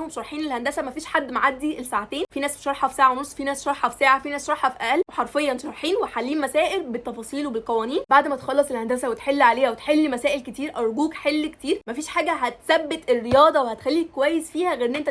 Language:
Egyptian Arabic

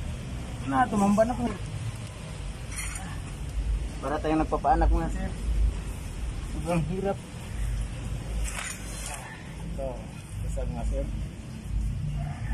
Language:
Filipino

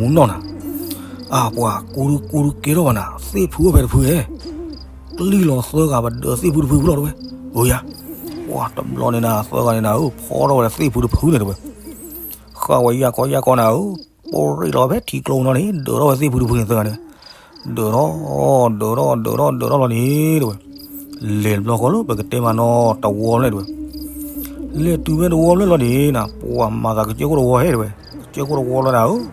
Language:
S'gaw Karen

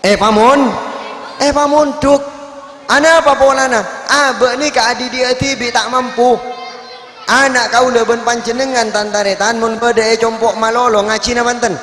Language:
Madurese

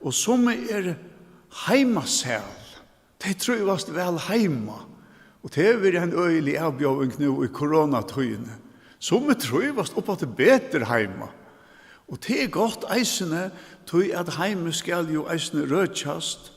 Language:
Faroese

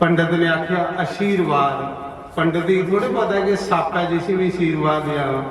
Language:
Dogri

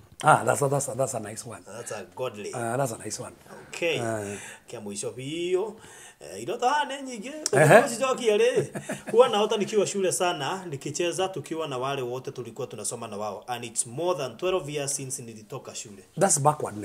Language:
Kikuyu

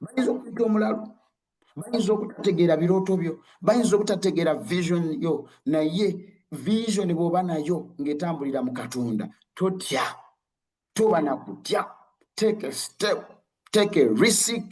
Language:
Ganda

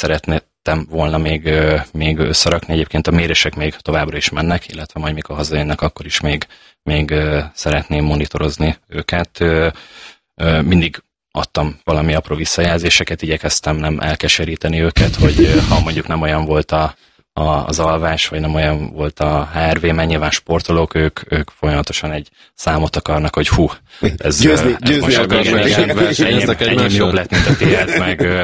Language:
Hungarian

